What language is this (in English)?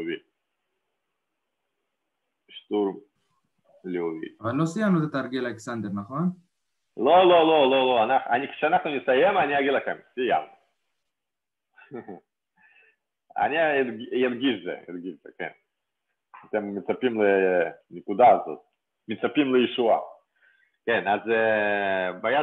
Hebrew